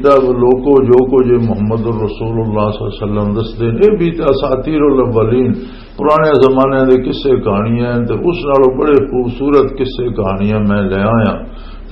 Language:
Western Panjabi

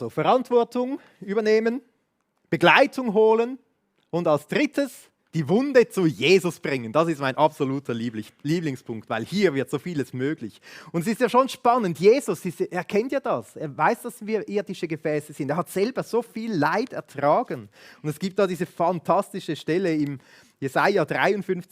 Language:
Swiss German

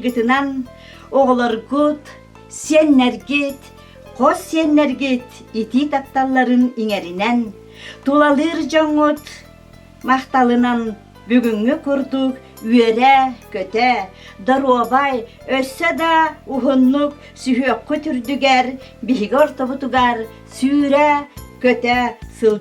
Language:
Yakut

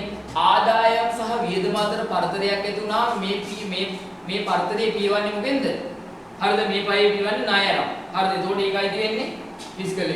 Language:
Sinhala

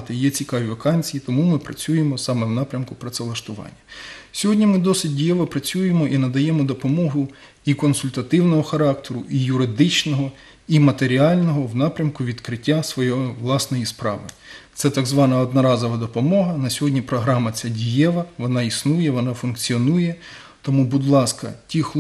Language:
Ukrainian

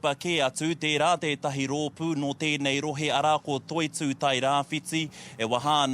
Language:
Māori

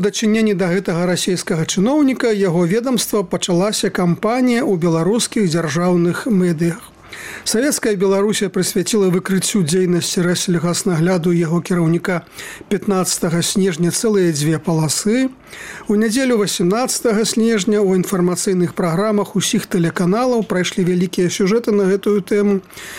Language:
Belarusian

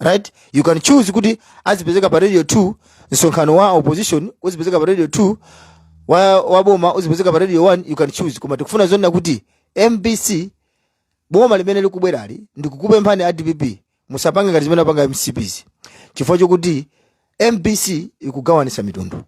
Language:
Nyanja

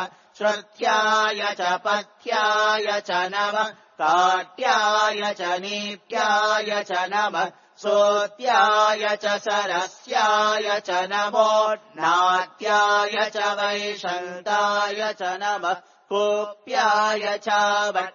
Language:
Sanskrit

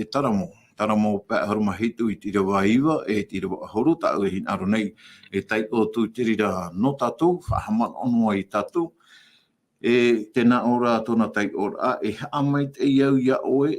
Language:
Tahitian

